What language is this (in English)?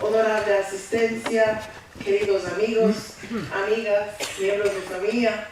Ladino